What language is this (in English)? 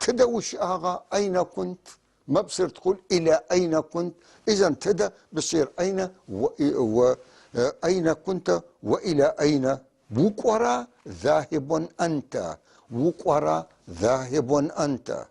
North Levantine Arabic